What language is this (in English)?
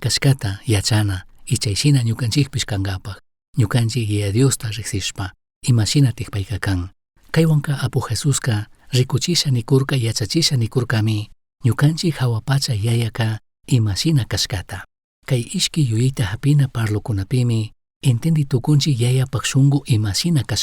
Chimborazo Highland Quichua